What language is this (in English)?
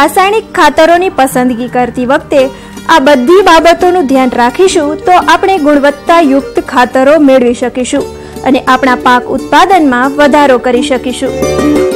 Gujarati